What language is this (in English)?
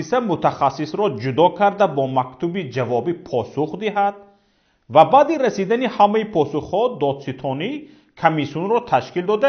Tajik